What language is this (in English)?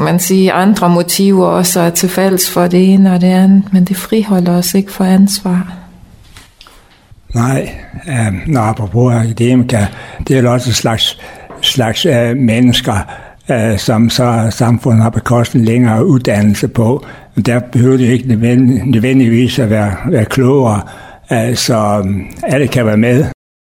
Danish